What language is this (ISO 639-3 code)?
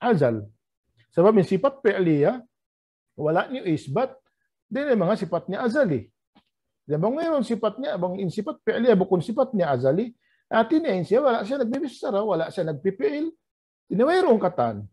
tsg